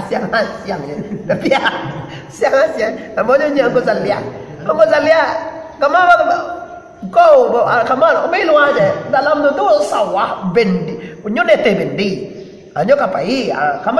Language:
Minangkabau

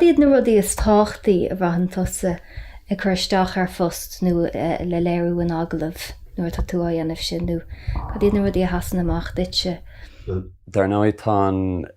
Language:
Irish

